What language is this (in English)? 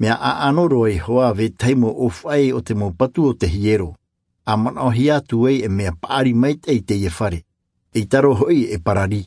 Tahitian